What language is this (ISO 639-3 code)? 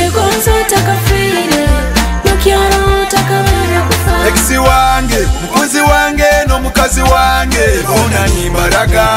ttj